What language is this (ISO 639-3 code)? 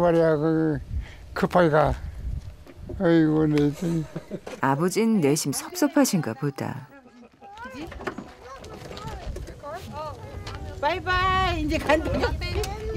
kor